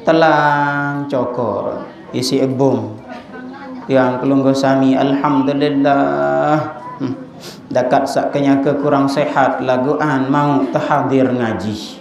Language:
Sasak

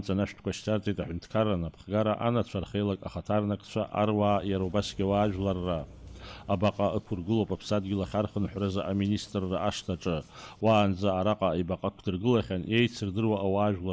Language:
Abkhazian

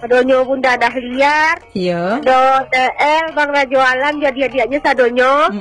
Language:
Minangkabau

